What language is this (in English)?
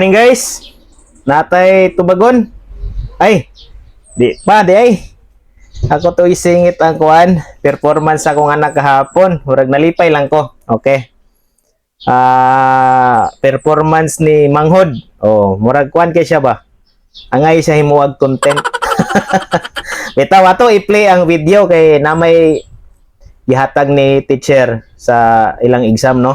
Cebuano